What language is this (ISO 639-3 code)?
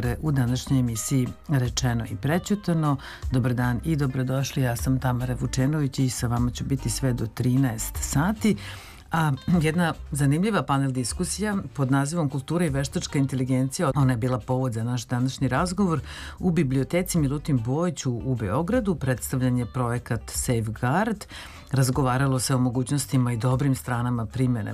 srp